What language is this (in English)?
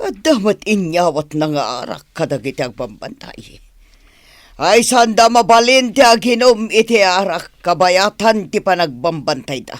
Iloko